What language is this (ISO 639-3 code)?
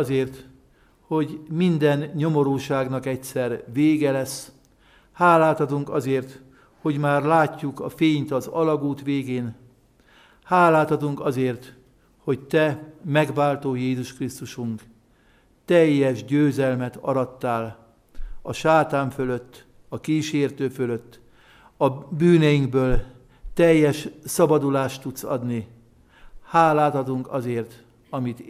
hun